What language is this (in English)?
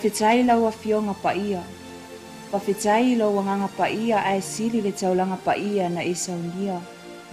Samoan